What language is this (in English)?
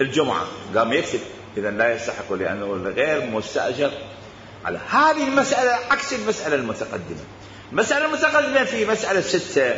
Mesopotamian Arabic